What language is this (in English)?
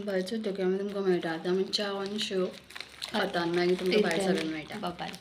Konkani